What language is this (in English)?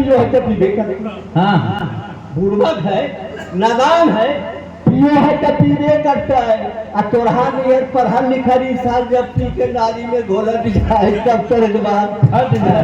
Magahi